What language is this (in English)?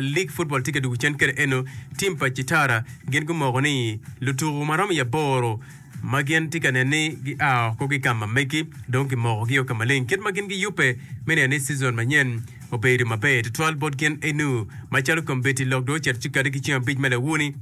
Acoli